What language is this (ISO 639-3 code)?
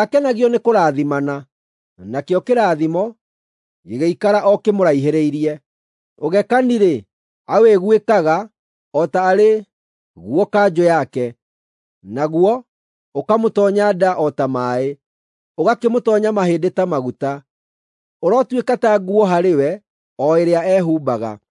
kik